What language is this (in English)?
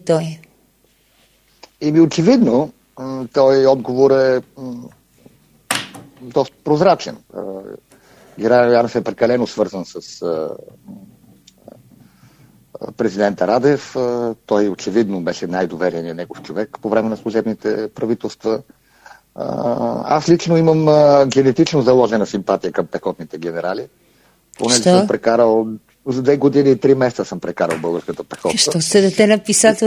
Bulgarian